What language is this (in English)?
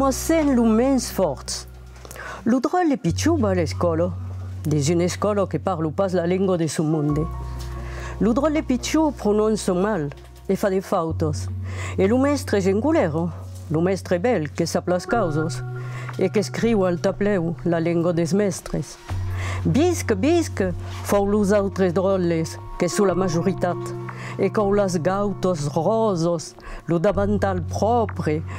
Occitan